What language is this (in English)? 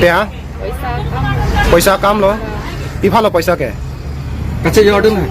Karbi